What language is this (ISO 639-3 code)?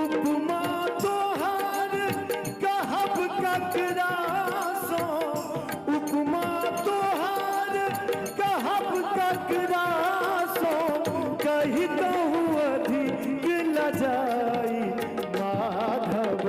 mai